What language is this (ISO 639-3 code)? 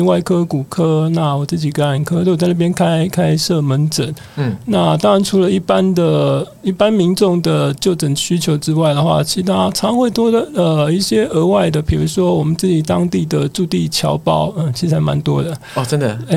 zho